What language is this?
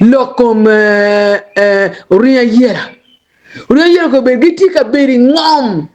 Acoli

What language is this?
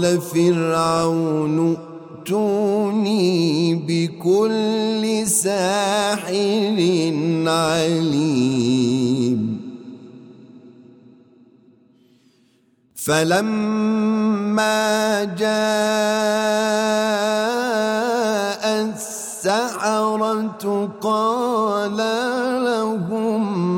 Arabic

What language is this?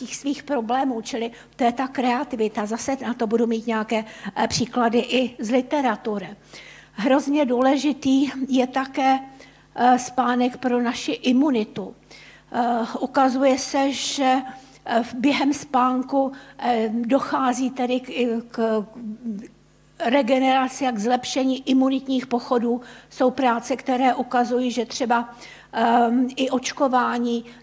Czech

